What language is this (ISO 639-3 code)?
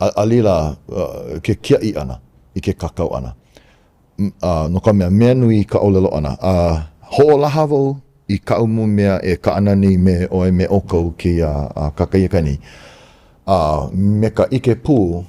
haw